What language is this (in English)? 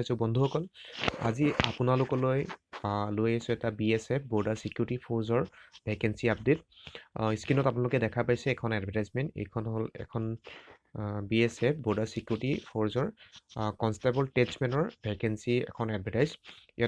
Assamese